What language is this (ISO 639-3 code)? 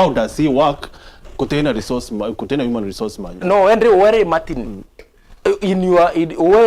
mer